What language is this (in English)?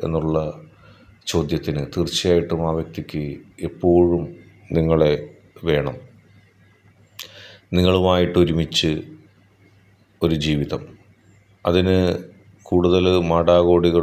Malayalam